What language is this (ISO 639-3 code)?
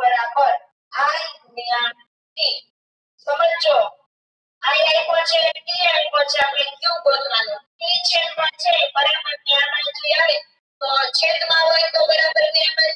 guj